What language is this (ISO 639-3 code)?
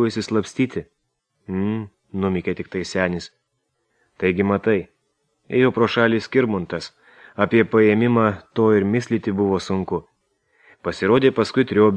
lit